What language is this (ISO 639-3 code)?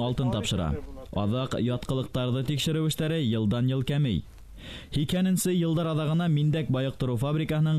bak